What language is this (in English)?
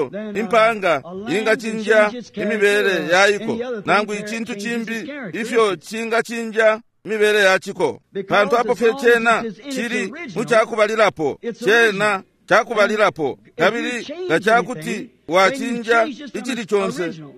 Bemba